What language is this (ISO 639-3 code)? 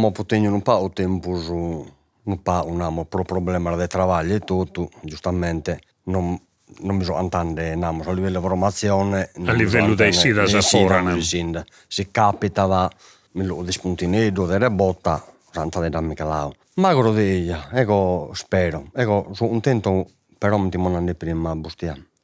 srd